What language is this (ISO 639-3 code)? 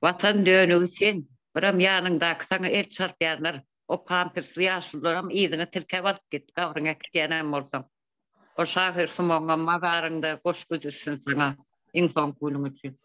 tuk